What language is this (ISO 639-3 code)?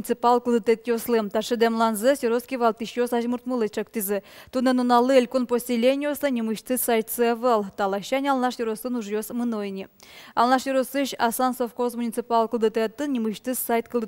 udm